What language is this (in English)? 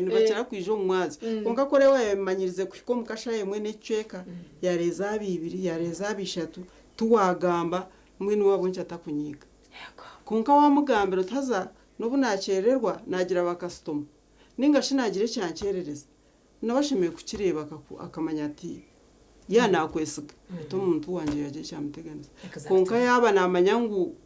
Nyankole